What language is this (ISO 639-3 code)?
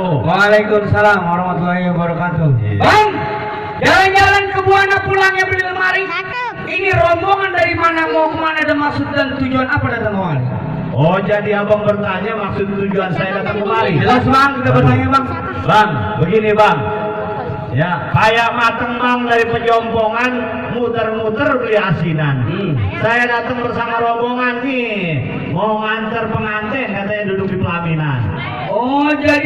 bew